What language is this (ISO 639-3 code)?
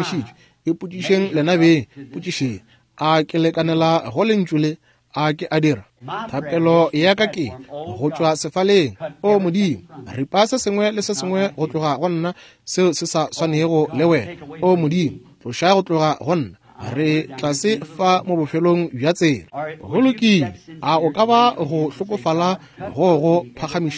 nso